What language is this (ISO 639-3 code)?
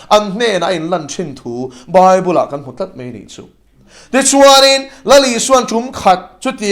lus